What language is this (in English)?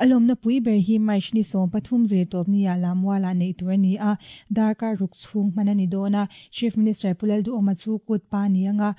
Mizo